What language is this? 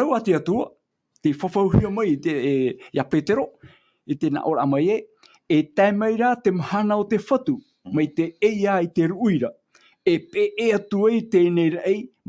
Tahitian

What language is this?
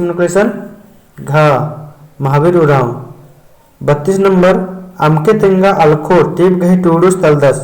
Kurukh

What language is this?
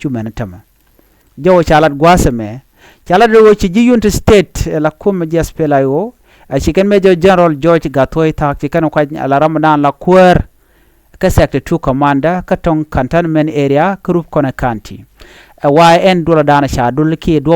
Nuer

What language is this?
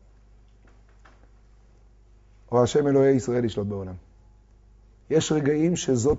Hebrew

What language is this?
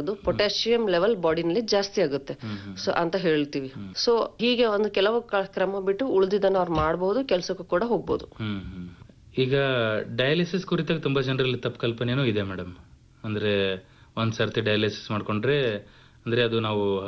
Kannada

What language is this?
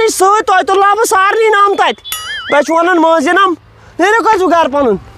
Kashmiri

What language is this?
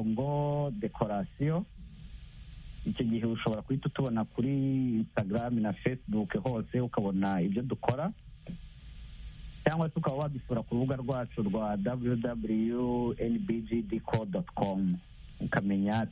Kinyarwanda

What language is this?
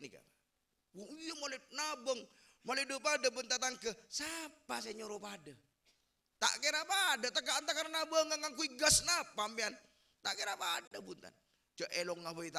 Madurese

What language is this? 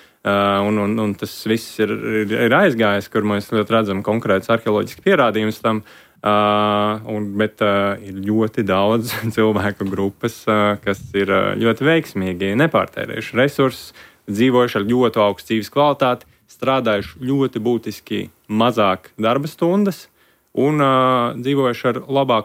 Latvian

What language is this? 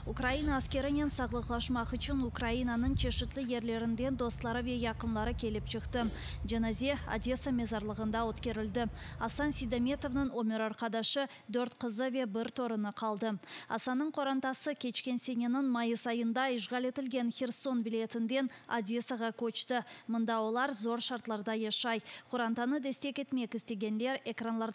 Crimean Tatar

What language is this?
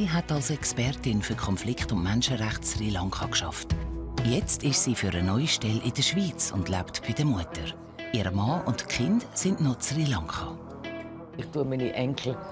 Swiss German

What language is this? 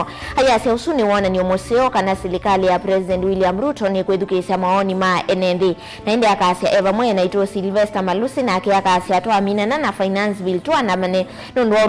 Kamba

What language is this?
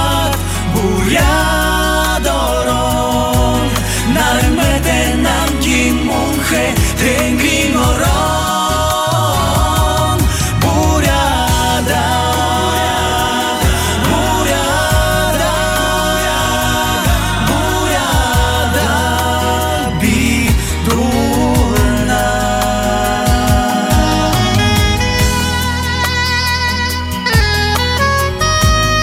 Buriat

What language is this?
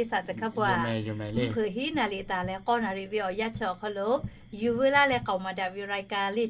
Lahu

